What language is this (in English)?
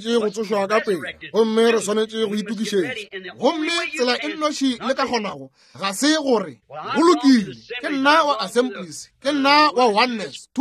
Northern Sotho